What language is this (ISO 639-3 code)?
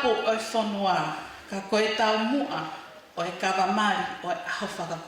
ton